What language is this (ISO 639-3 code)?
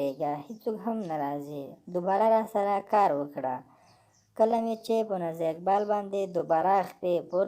pus